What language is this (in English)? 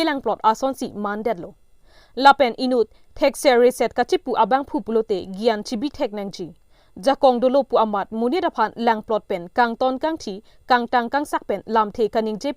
Karbi